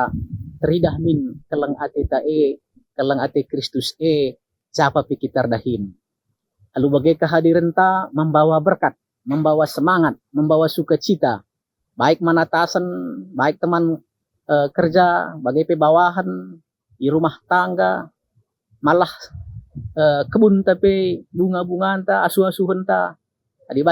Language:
Batak Karo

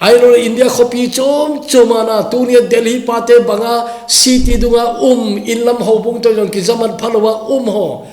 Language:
Thado Chin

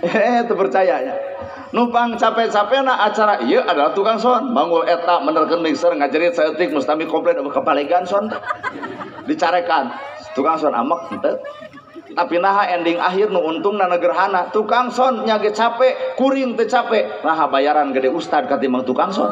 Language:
Sundanese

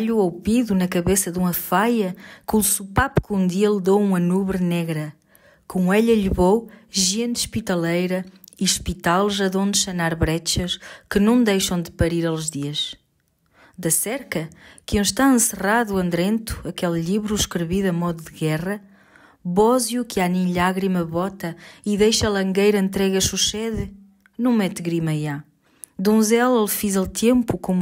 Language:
Mirandese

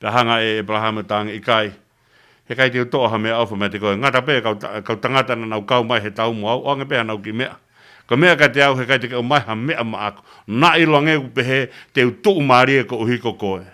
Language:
Tongan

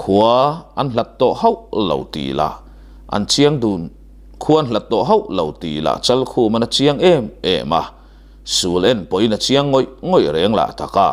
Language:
Mizo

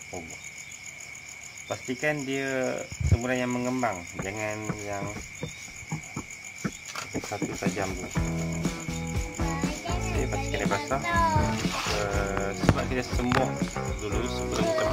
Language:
Malay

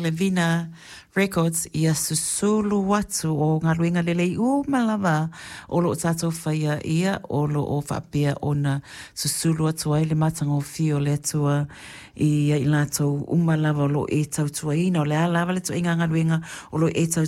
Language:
Samoan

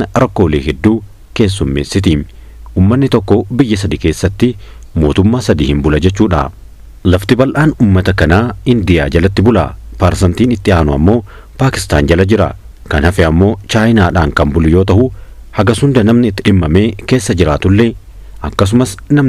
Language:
Oromo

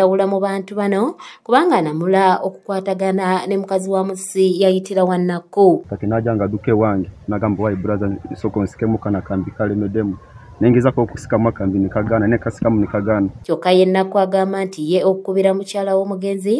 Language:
Ganda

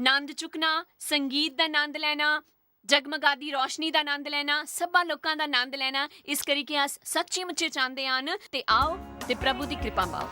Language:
Dogri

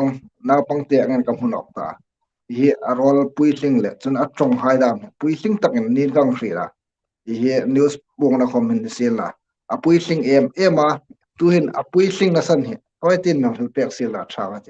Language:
Hmar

